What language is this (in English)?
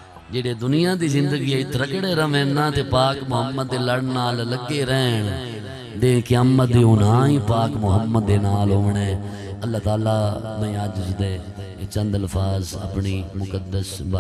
Saraiki